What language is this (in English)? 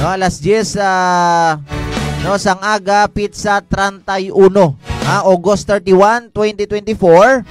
Hiligaynon